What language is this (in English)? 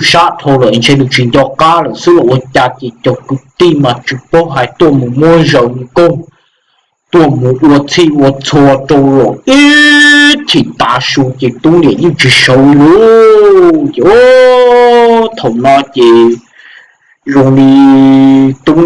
Hmong